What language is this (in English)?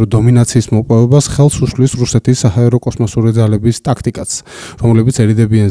Georgian